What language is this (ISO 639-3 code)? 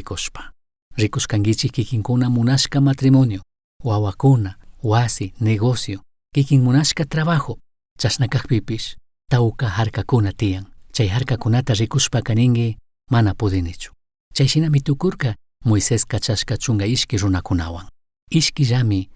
qug